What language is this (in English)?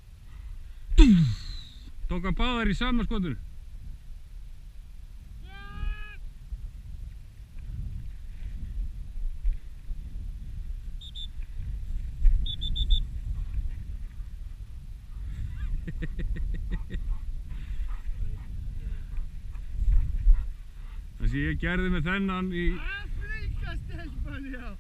Icelandic